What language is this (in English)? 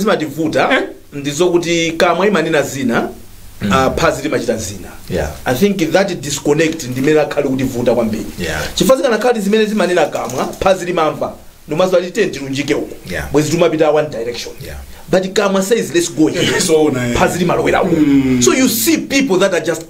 Nyanja